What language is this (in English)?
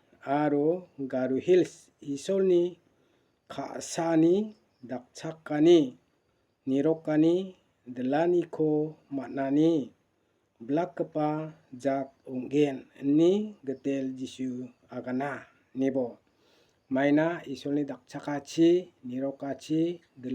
Garo